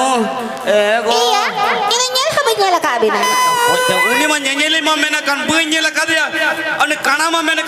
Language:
Santali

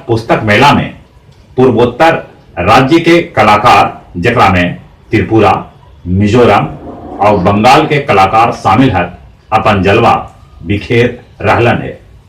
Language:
Magahi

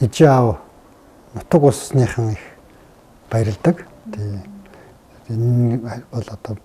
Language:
Mongolian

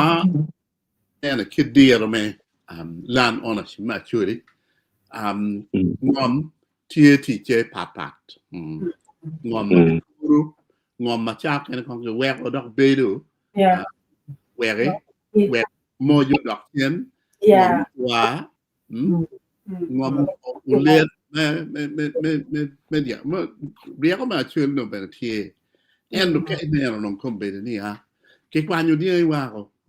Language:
Acoli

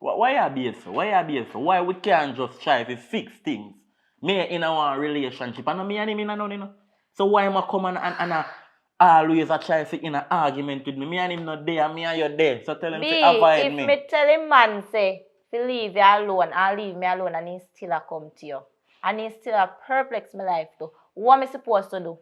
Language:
Jamaican Creole English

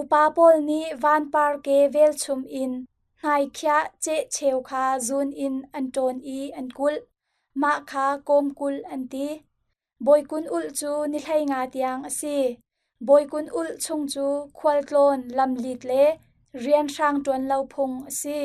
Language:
Hakha Chin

